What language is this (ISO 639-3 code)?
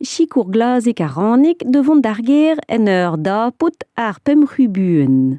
bre